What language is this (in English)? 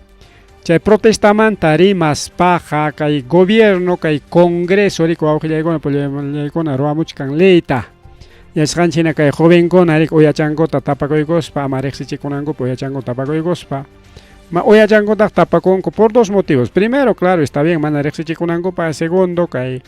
Ayacucho Quechua